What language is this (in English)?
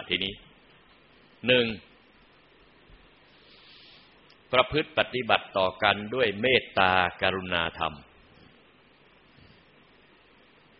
Thai